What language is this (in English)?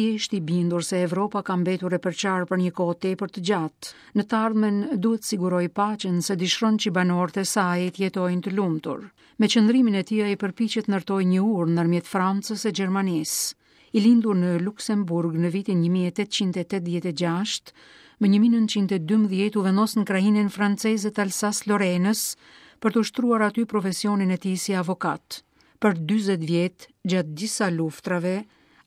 Albanian